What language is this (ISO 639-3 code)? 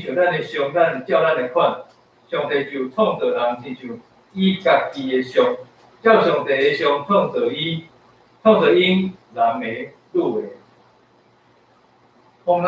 nan